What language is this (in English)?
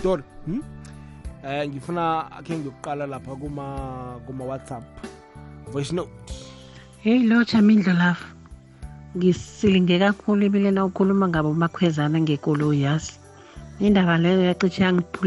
South Ndebele